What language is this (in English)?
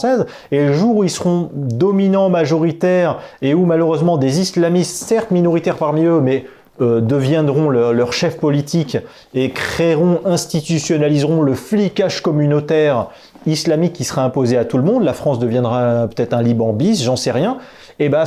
French